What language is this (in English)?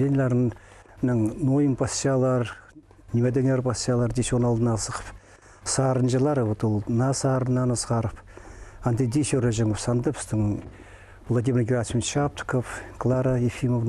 Khakas